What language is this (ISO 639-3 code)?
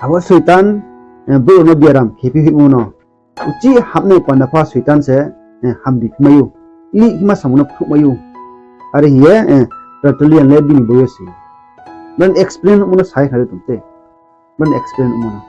ria